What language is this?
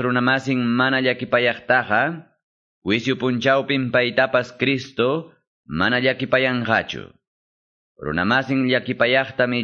Quechua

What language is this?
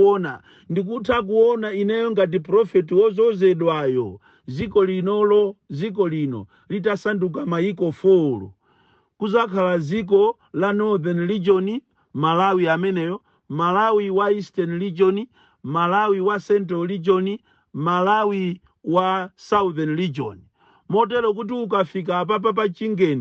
Nyanja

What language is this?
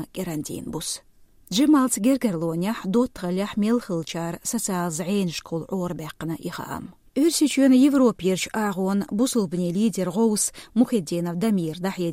Chechen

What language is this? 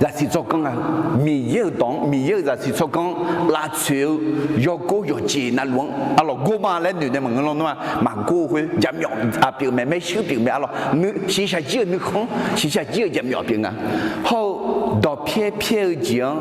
Akha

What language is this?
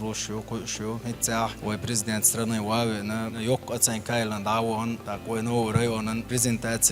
Chechen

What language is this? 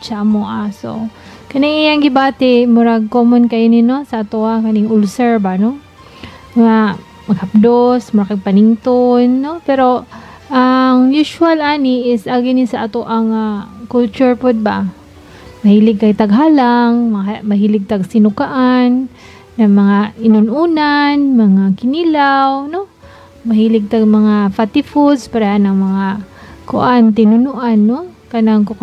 Cebuano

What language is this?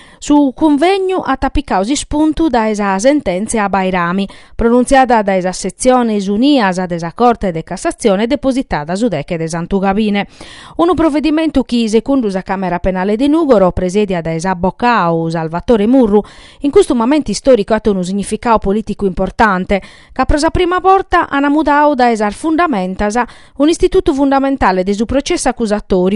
Sardinian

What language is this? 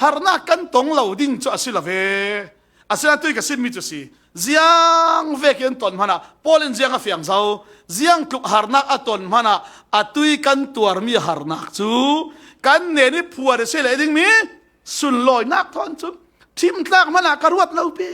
Falam Chin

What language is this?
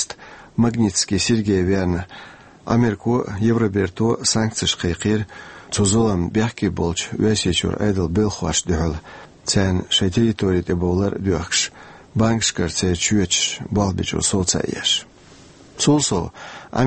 Chechen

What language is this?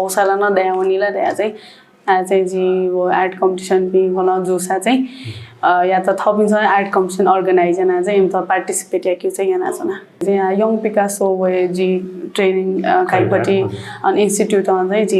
Newari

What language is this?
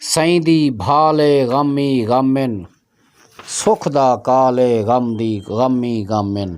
Saraiki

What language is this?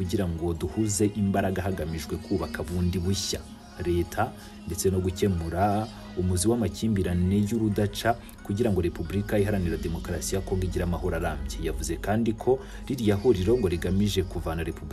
Kinyarwanda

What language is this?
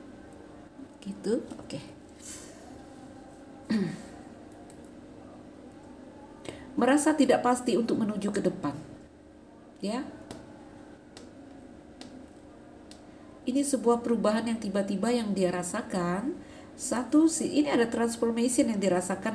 Indonesian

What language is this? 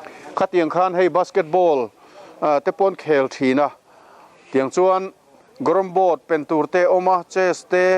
Mizo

